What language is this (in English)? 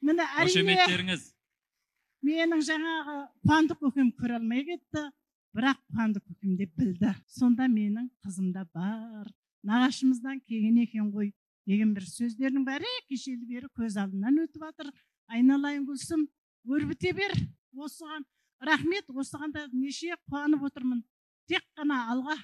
Kazakh